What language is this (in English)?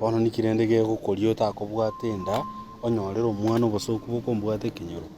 Gusii